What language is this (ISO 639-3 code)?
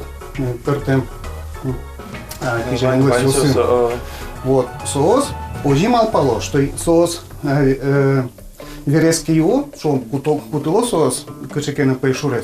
udm